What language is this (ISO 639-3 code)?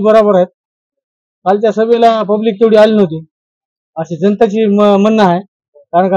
mar